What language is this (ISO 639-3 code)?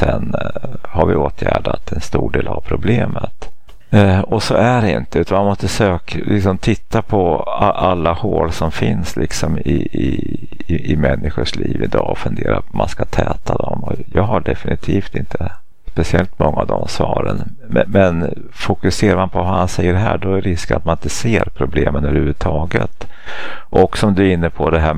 swe